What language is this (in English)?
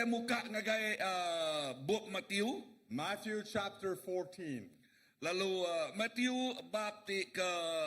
Iban